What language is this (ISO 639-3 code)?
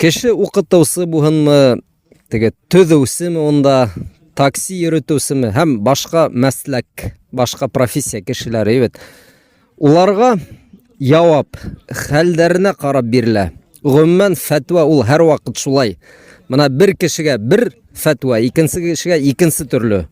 bak